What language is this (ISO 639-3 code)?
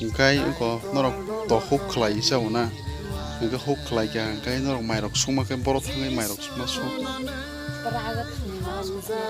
trp